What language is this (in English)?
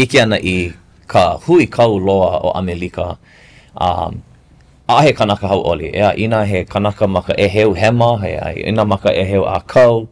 Hawaiian